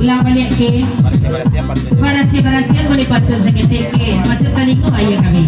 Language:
Minangkabau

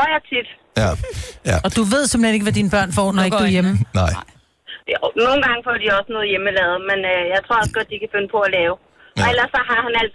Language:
Danish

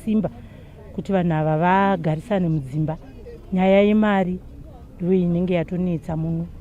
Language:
Shona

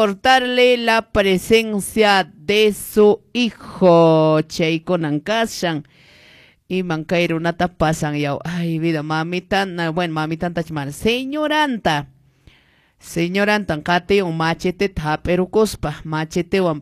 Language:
Quechua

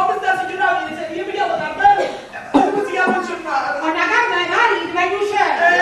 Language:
Neapolitan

